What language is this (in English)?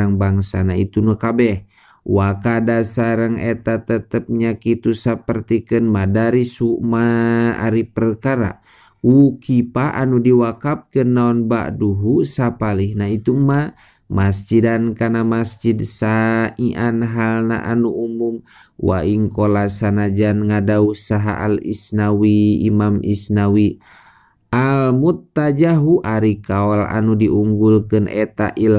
Sundanese